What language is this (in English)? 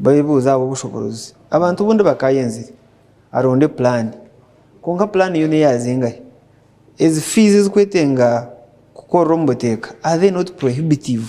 Nyankole